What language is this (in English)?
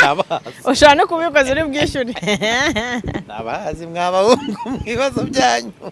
Kinyarwanda